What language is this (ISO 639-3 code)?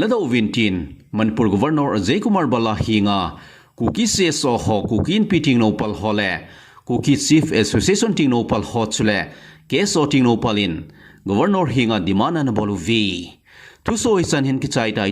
tcz